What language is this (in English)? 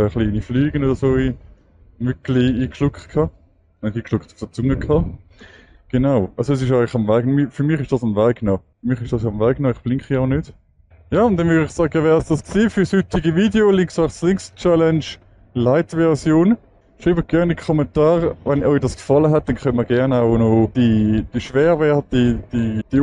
Swiss German